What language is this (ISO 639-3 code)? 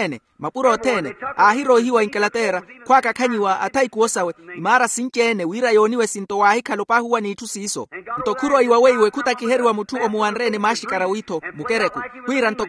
vmw